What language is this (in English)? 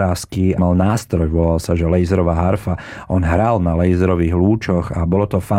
Slovak